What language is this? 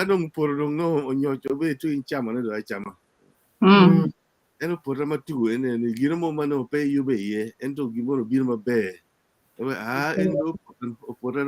Acoli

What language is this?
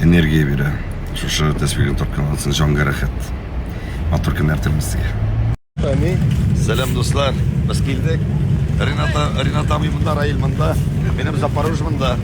Tatar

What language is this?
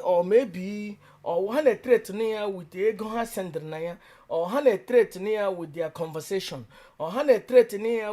Igbo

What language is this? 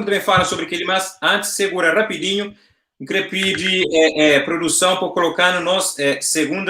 Kabuverdianu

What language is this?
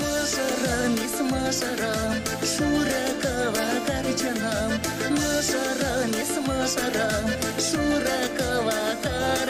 Chuvash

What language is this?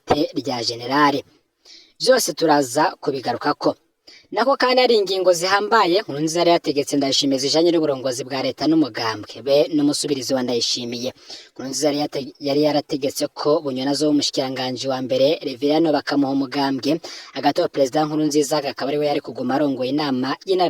Rundi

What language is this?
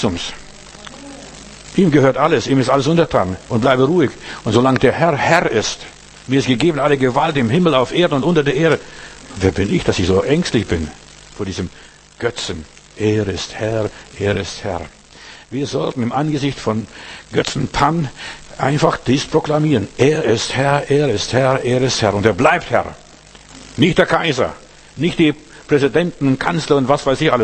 German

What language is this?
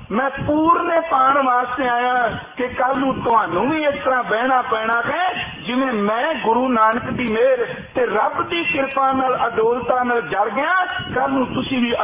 Punjabi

